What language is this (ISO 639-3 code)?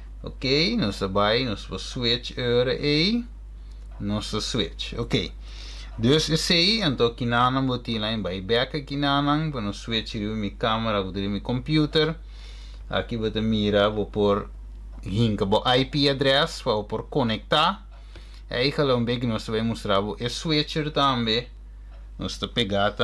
pap